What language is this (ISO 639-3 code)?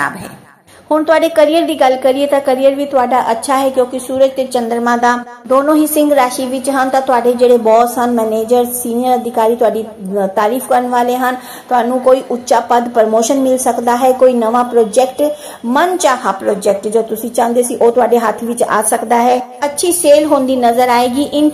pan